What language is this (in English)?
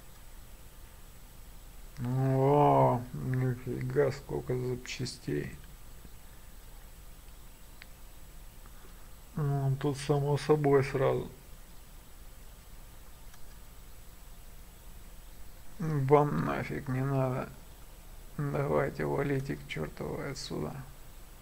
Russian